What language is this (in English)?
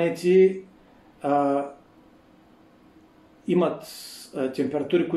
Bulgarian